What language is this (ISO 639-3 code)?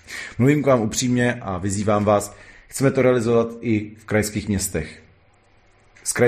ces